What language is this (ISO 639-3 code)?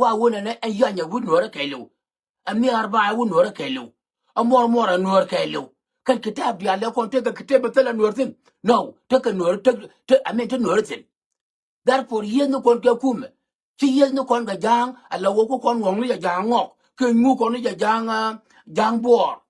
nus